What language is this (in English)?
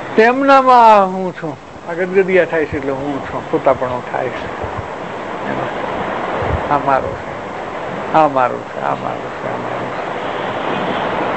Gujarati